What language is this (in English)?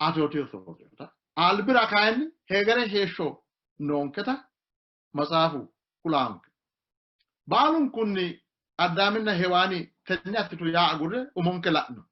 Sidamo